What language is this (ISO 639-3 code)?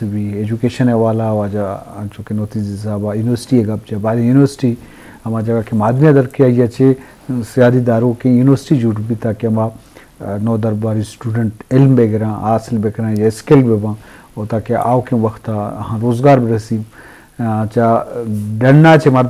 bgp